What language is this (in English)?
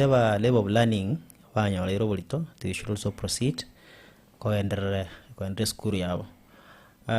Gusii